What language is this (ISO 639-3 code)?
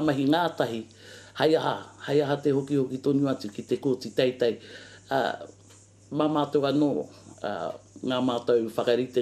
mri